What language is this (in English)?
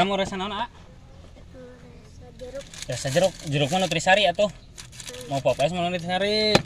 Sundanese